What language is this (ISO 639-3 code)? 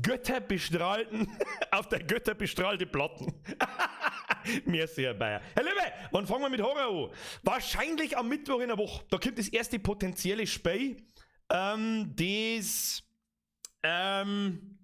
bar